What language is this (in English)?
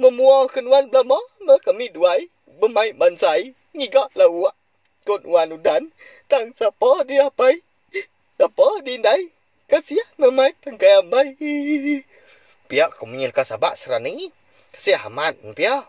Iban